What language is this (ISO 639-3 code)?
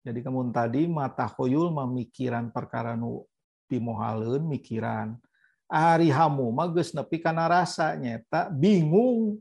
sun